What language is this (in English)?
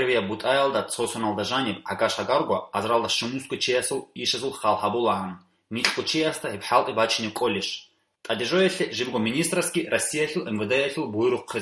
Avaric